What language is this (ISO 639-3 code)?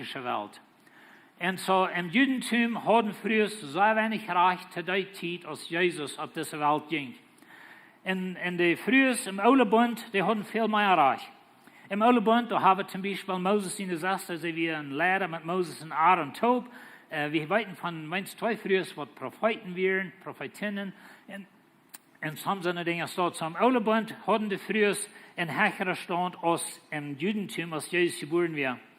pdt